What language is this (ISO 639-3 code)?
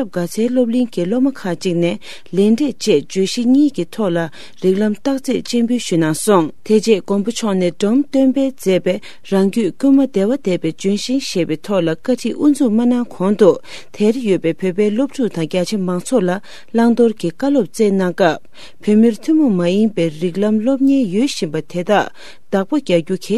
bod